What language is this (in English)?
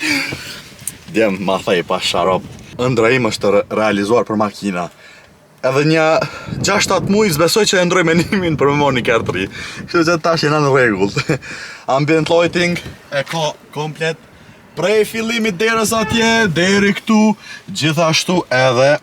Albanian